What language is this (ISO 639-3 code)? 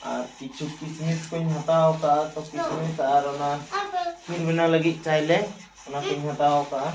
sat